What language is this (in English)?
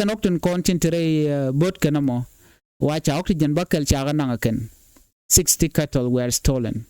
Nuer